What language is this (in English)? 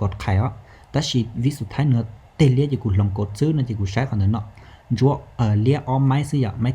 Hmong